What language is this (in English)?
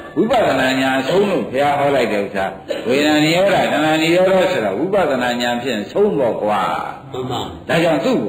Burmese